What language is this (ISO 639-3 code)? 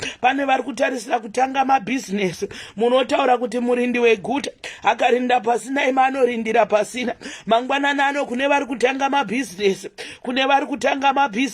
sna